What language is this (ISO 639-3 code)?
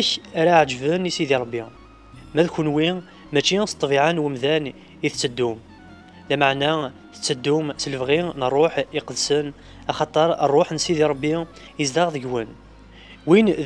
kab